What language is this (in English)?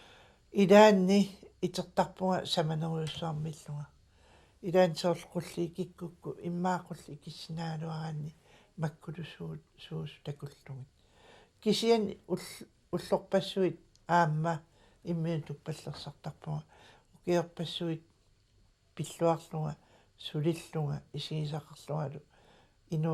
Kalaallisut